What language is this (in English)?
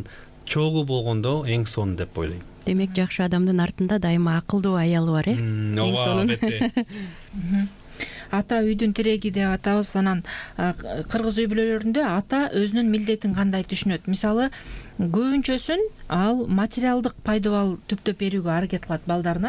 Kyrgyz